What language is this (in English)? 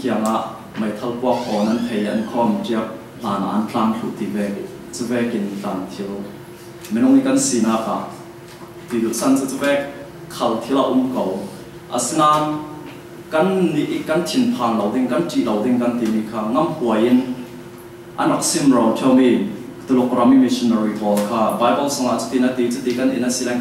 Falam Chin